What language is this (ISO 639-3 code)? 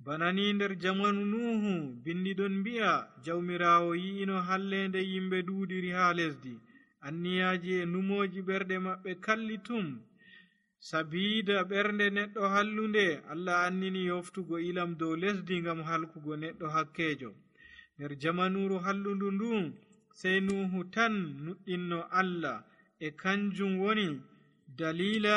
fuv